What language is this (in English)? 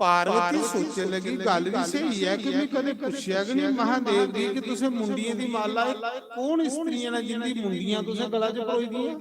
Dogri